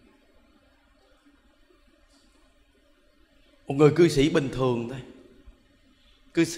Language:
Vietnamese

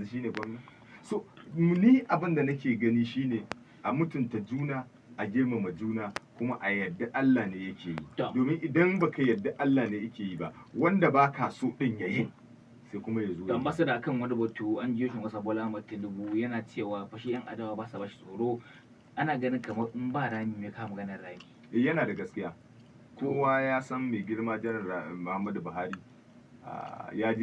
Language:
Hausa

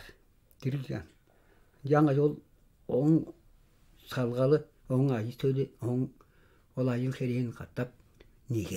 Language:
Tuvinian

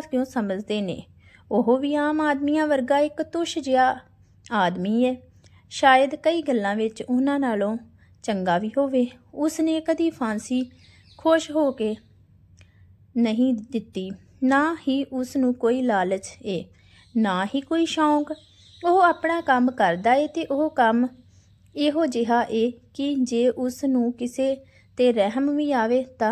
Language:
Punjabi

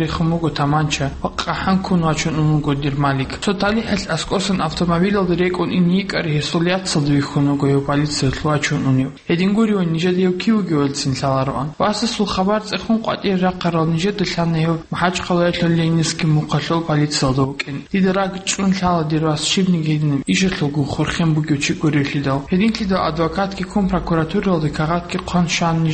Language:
Avaric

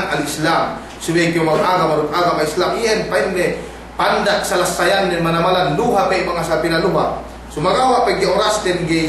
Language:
Yakan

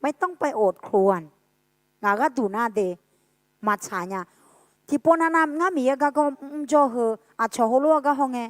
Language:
Akha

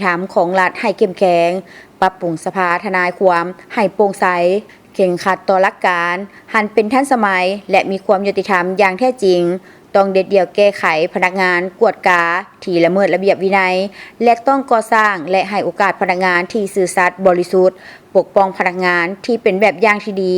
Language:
Lao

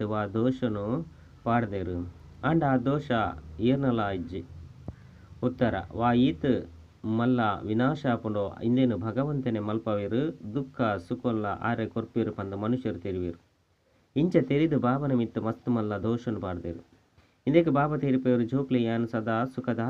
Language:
Tulu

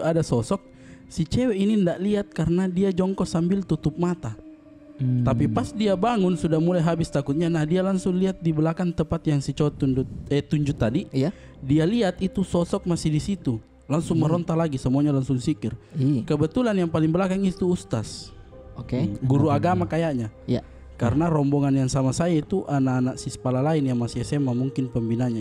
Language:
Makassar Malay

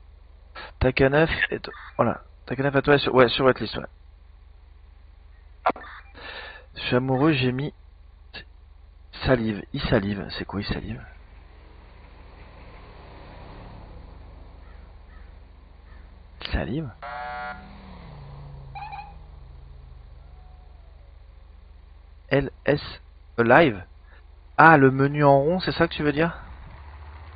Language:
French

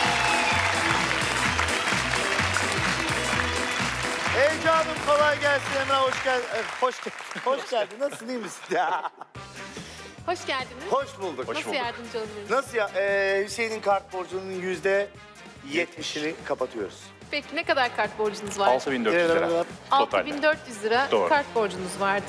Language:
Turkish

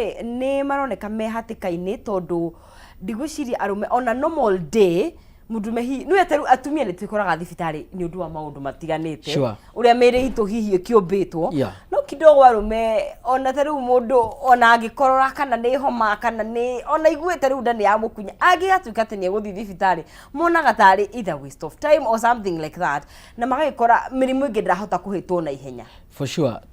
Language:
Kikuyu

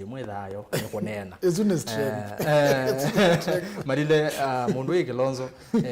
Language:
Kamba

